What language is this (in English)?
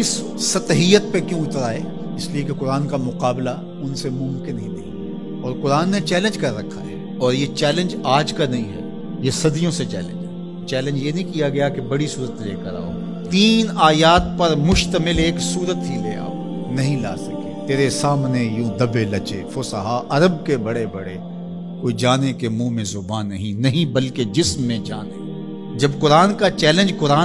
Urdu